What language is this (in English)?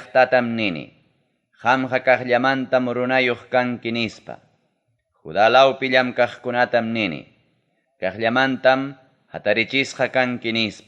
Ayacucho Quechua